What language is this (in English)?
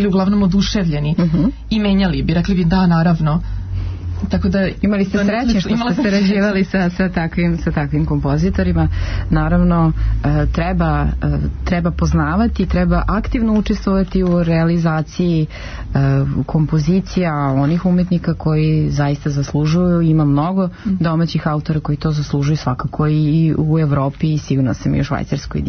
Serbian